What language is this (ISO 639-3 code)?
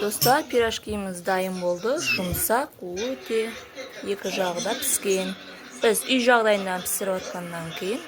kaz